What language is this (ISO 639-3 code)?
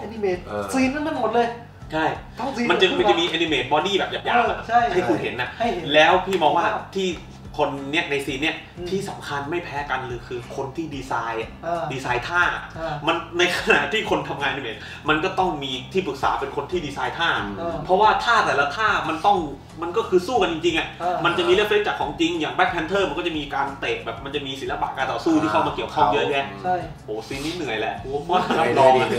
tha